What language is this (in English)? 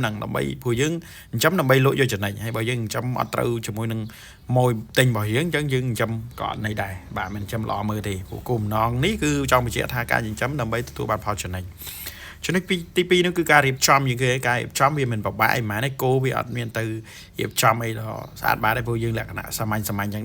Khmer